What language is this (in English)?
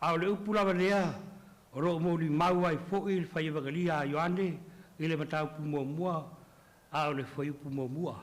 Samoan